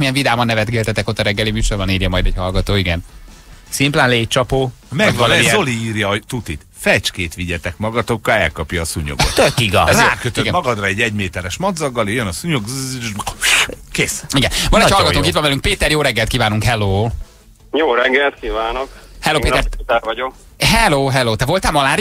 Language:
Hungarian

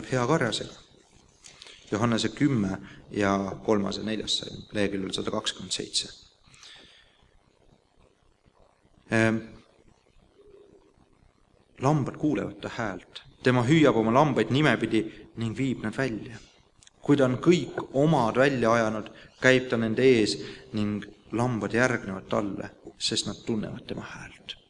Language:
Estonian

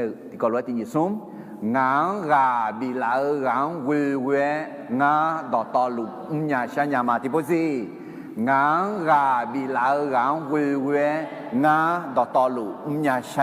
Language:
Akha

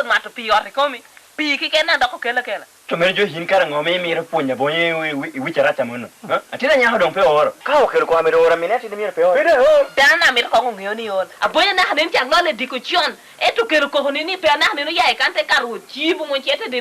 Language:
Lango (Uganda)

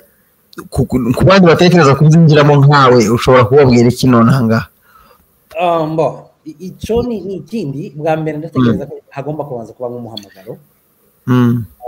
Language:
Kinyarwanda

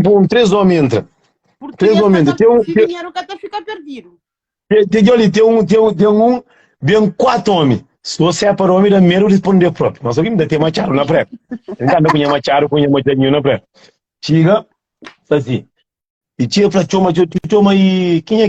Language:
Kabuverdianu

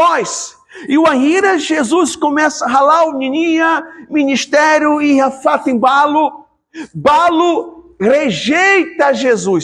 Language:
Tetum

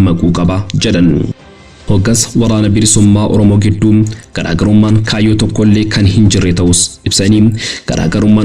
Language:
Oromo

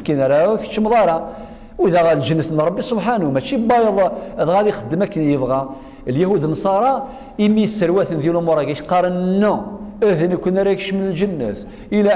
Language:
Kabyle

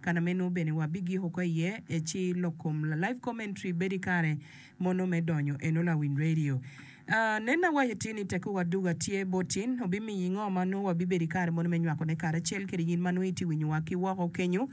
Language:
Acoli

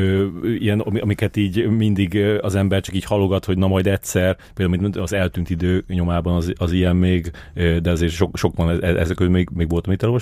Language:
Hungarian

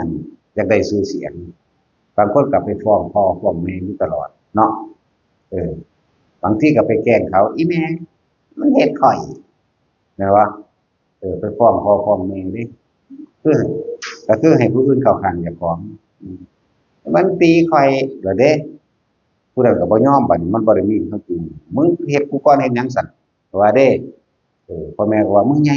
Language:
Northeastern Thai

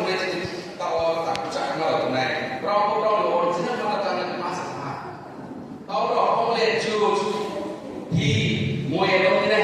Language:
Riang (India)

